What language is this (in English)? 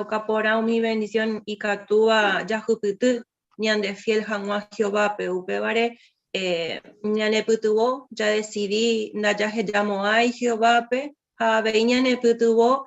Guarani